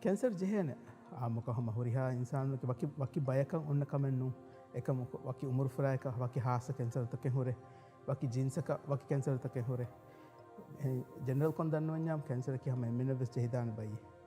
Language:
Divehi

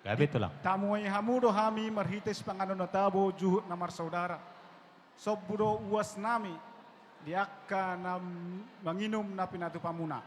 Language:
Batak Toba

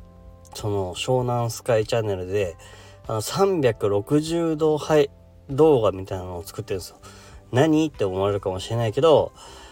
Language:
Japanese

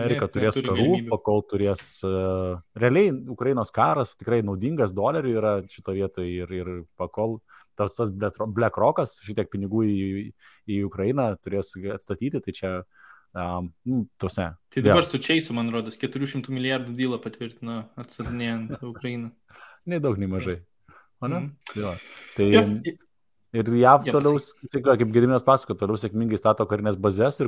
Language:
Lithuanian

